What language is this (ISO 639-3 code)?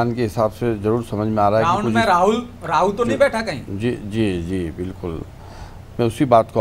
hin